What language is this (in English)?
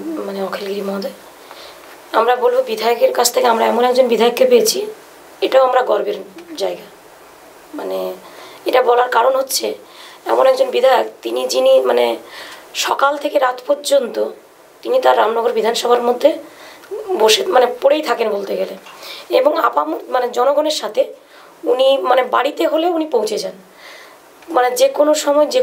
Bangla